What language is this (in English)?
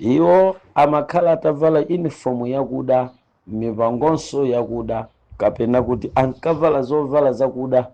Nyanja